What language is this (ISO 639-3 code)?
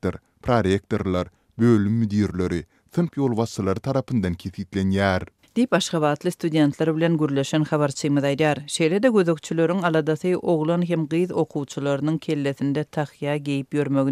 tuk